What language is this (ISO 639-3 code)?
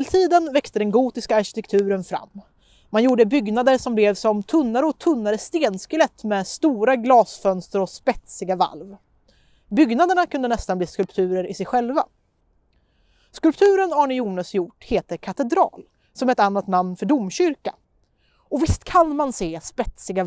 swe